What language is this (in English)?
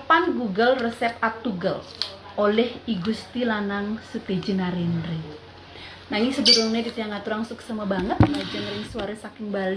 Balinese